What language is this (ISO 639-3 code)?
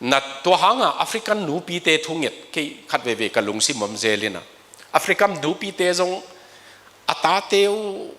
ctd